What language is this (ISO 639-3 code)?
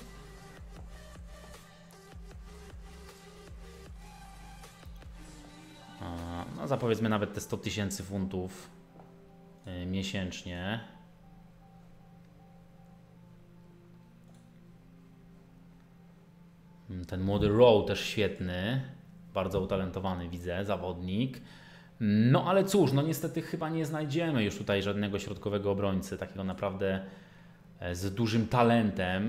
pol